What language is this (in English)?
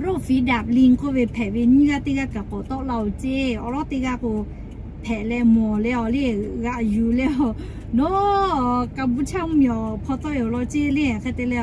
Lahu